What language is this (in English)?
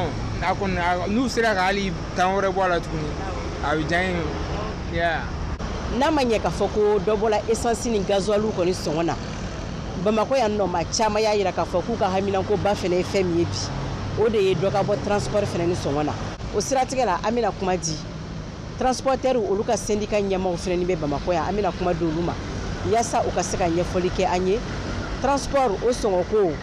Bambara